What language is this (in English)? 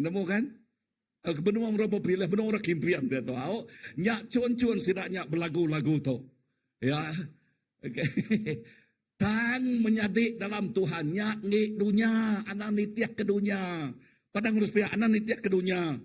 Iban